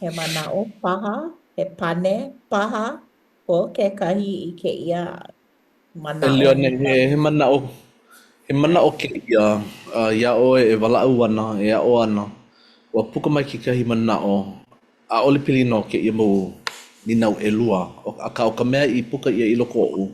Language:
Hawaiian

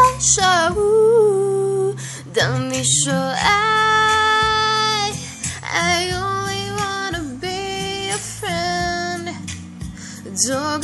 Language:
Chinese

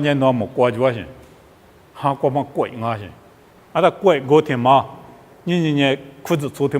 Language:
Lisu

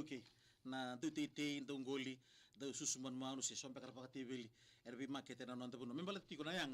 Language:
Fijian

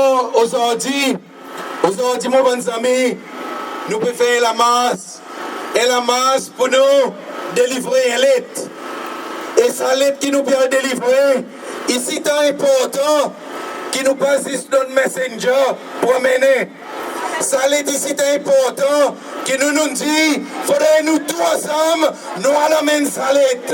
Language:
Seselwa Creole French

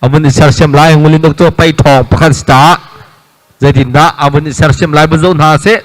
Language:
Hakha Chin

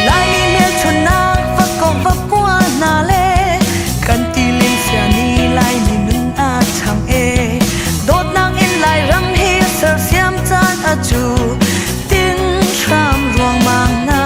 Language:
Hakha Chin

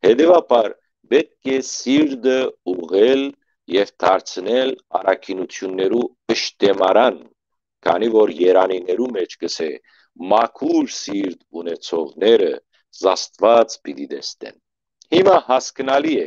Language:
Western Armenian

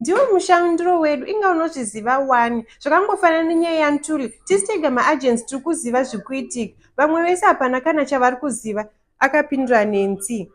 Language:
Shona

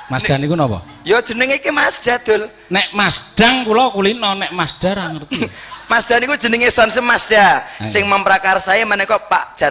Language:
Javanese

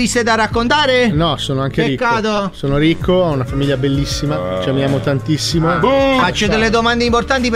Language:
Italian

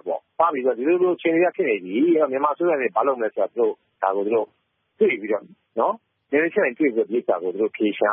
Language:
Burmese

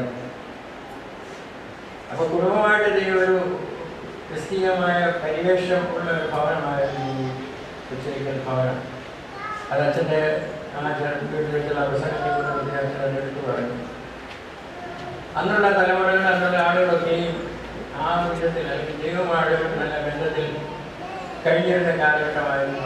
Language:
Malayalam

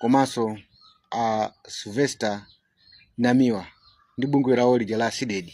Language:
Nyanja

